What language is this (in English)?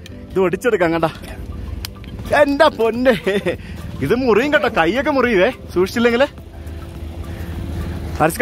Malayalam